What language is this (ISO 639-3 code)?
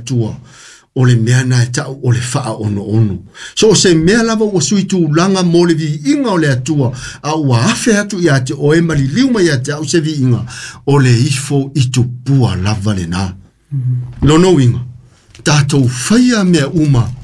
smo